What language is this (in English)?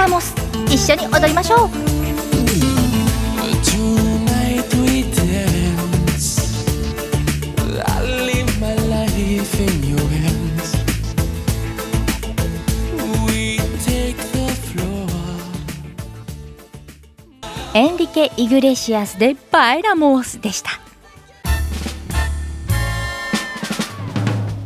Japanese